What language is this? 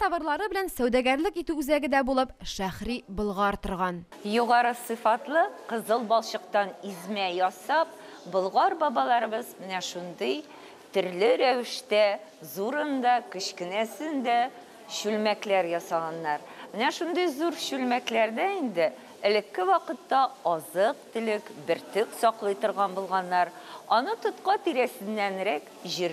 Tatar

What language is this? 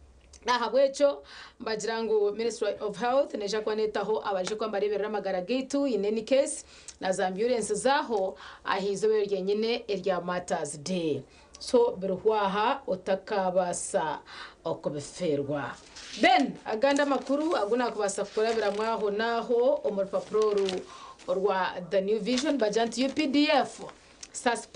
Nyankole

